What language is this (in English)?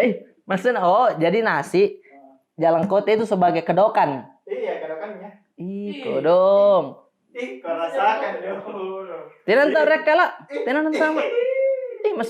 Makassar Malay